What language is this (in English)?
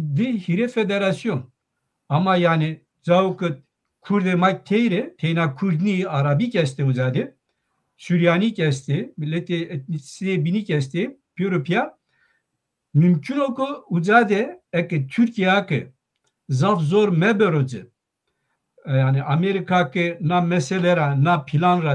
Zaza